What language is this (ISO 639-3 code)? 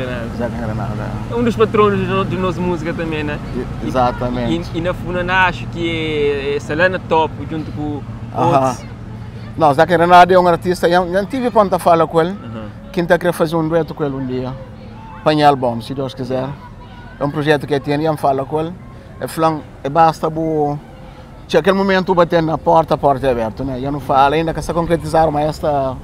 kea